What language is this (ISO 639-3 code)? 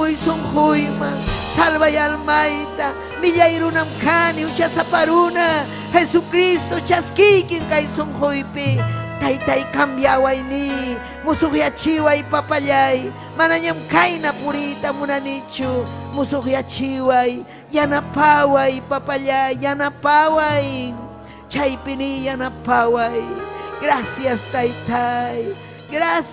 quy